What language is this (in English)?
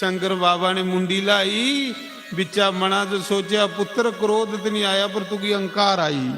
Dogri